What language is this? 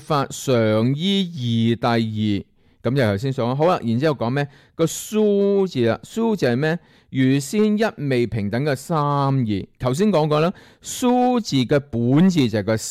Cantonese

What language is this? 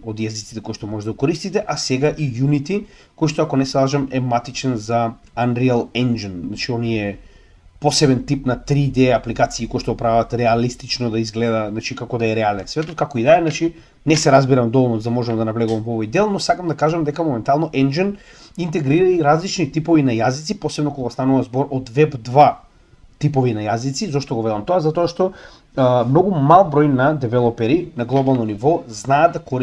Macedonian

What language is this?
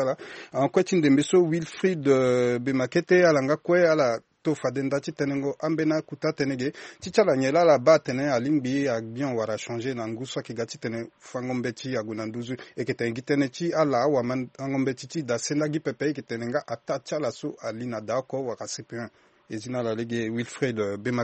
Sango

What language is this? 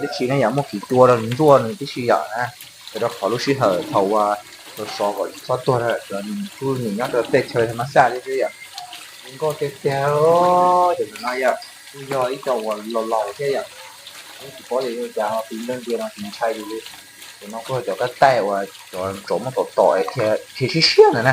Hmong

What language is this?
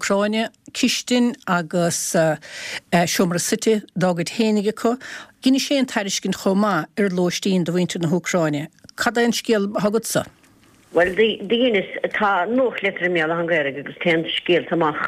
Irish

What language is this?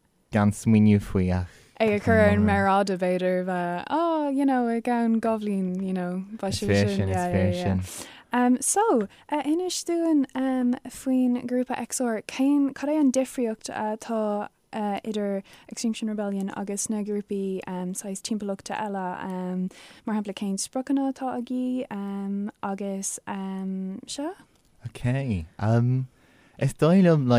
Irish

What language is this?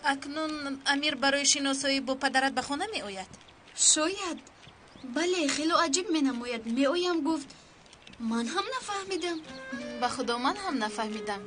Tajik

